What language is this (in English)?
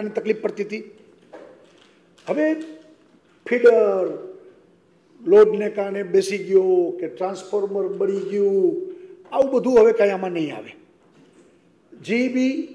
Gujarati